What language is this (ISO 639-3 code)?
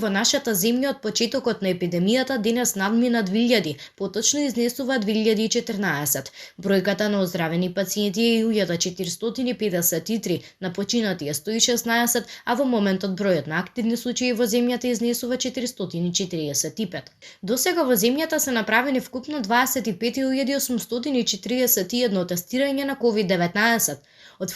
mkd